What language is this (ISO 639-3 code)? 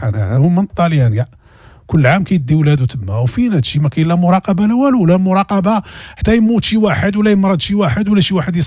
ary